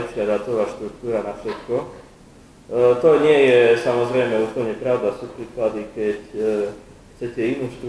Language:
Slovak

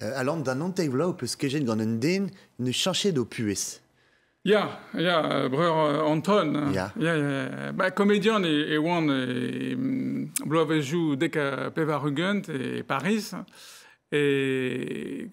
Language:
Breton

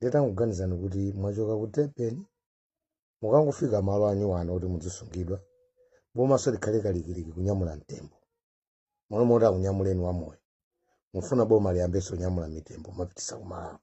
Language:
Nyanja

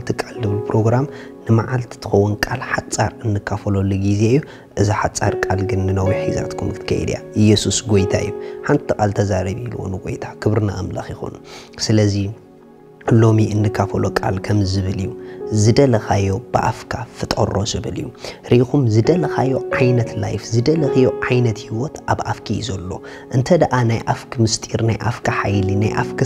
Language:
Tigrinya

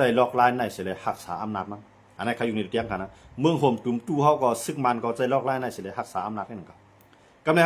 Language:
Shan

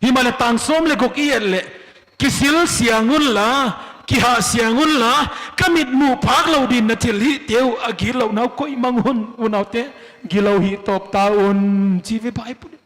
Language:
Paite Chin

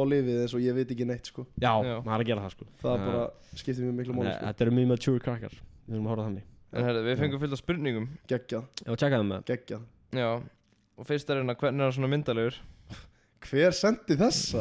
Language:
Icelandic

